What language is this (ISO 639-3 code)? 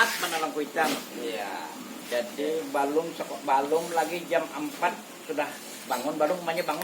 bjn